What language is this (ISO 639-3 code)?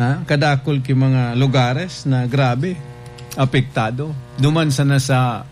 bik